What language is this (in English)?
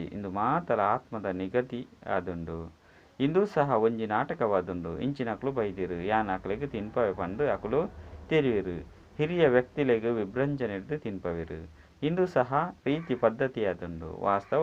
Tulu